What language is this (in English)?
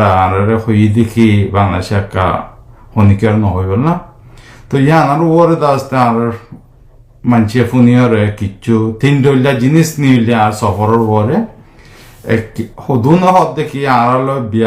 Rohingya